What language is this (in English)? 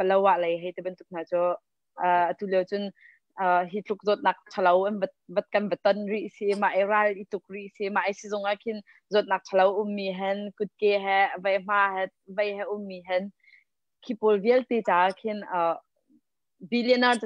Hakha Chin